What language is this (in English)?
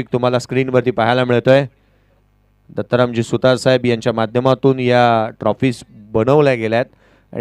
Marathi